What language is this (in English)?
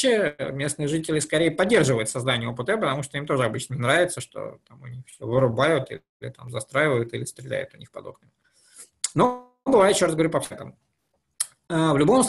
Russian